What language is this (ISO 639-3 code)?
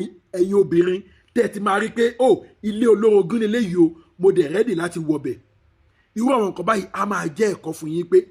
yor